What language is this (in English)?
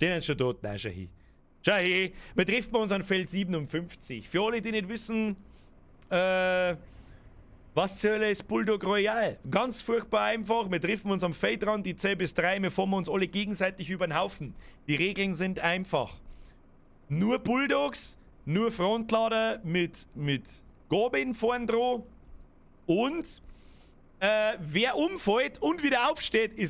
Bavarian